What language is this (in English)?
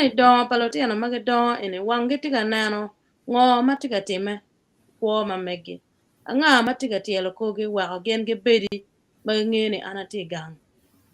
Acoli